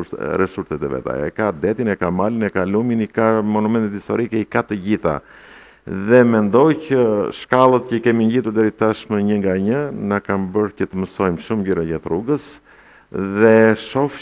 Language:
Albanian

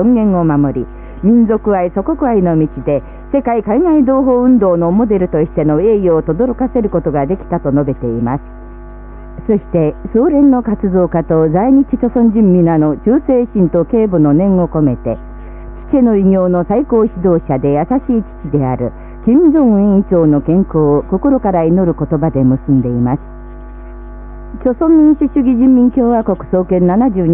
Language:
Japanese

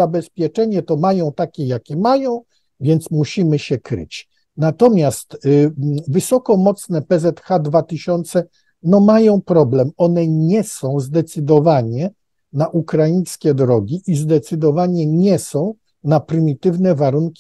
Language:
Polish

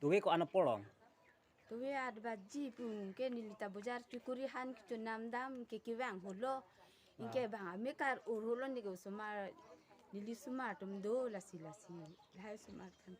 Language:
Karbi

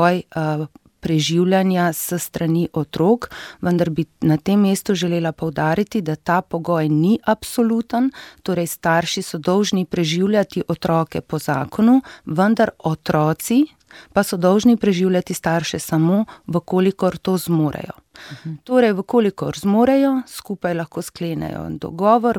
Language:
Slovenian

